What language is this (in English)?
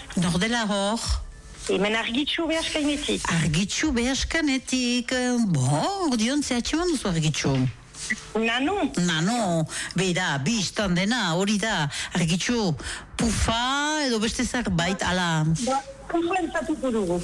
Basque